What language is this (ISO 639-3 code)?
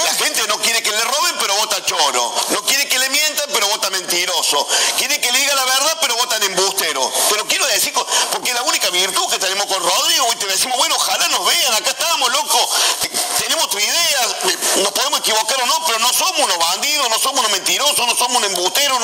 spa